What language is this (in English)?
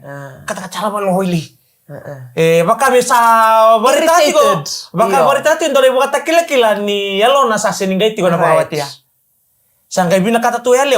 Fijian